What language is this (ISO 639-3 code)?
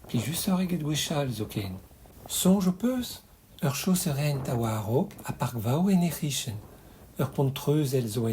bre